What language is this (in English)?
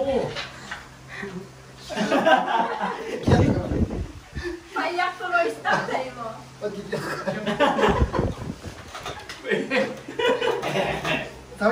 Filipino